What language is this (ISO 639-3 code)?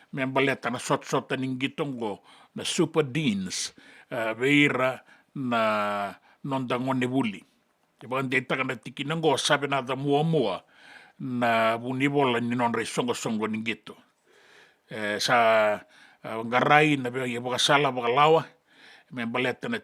fij